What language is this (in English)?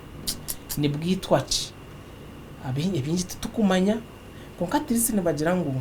Nyankole